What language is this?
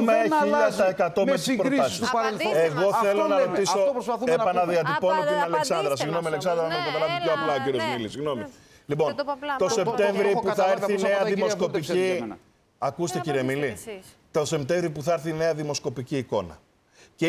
Greek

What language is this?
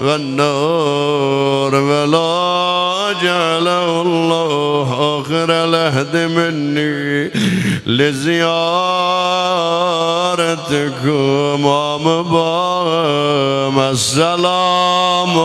South Azerbaijani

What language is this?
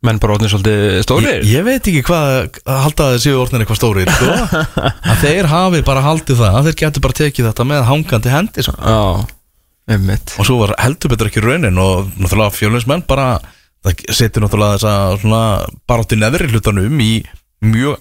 Icelandic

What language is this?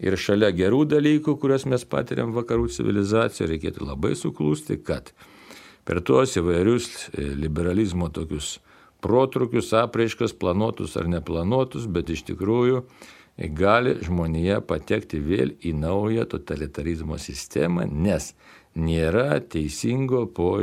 Lithuanian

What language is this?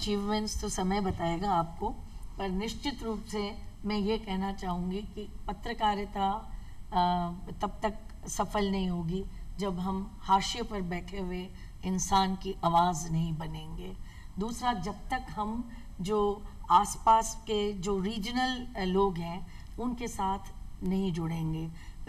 Hindi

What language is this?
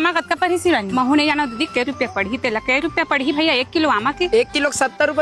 Chhattisgarhi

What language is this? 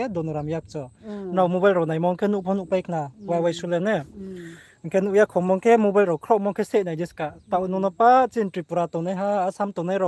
Riang (India)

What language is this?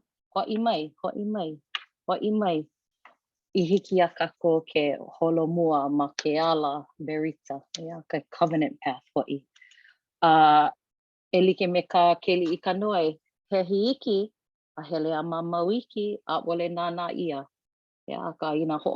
Hawaiian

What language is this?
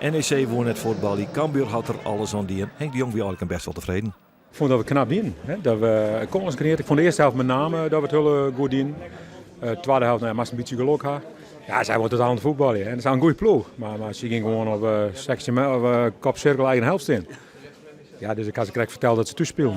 Western Frisian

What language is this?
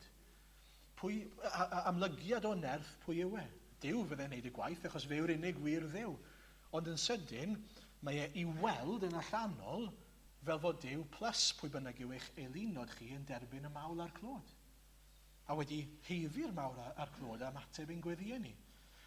Welsh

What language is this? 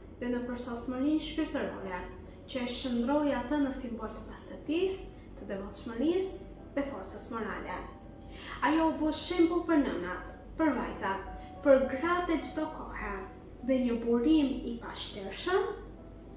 Albanian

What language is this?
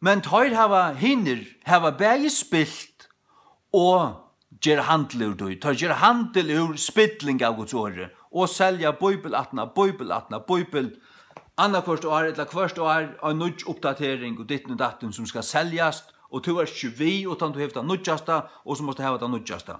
Faroese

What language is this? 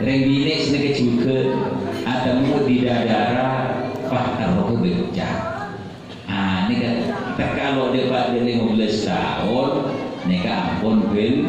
Madurese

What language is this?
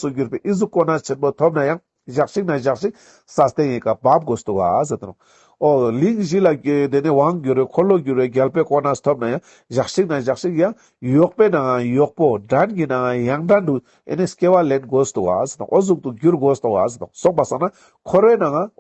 Ladakhi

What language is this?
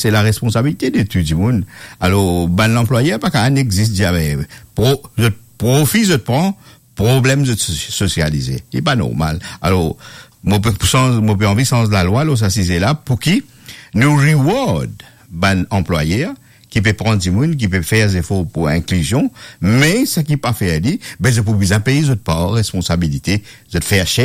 Morisyen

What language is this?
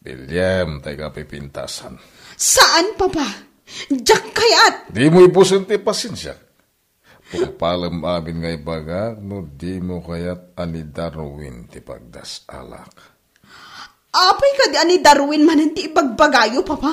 Iloko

